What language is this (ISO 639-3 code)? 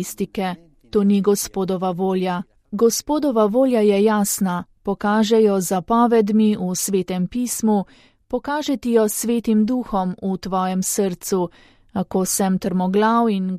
slv